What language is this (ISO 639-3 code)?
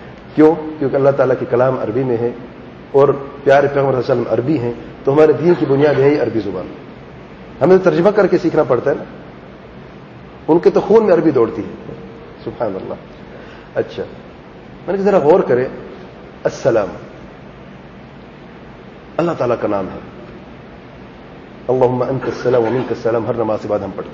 urd